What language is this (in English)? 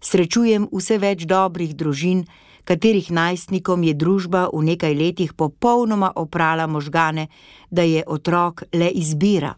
Slovenian